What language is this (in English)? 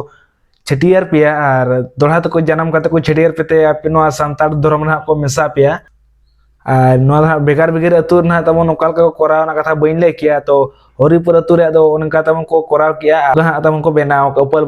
Santali